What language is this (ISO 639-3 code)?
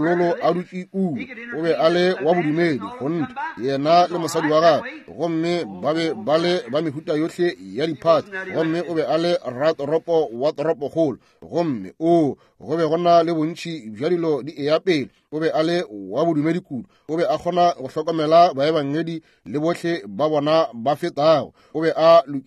nso